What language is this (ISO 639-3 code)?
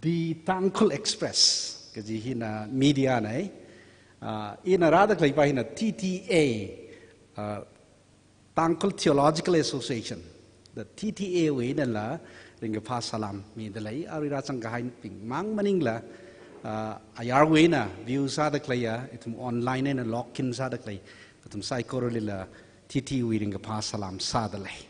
nmf